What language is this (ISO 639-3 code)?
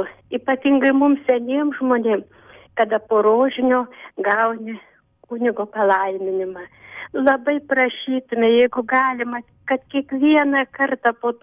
lit